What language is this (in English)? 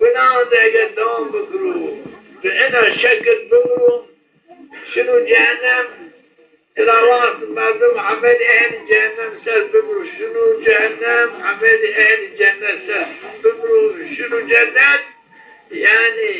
Zaza